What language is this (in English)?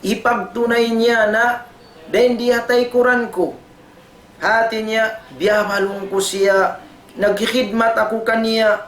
Tausug